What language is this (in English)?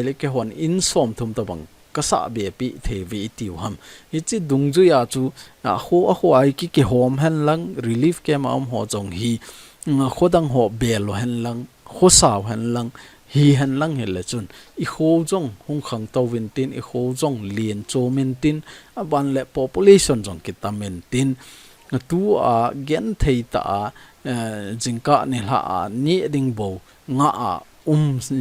Thado Chin